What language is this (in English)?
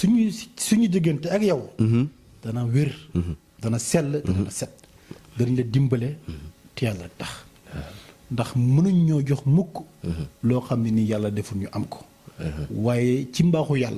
Wolof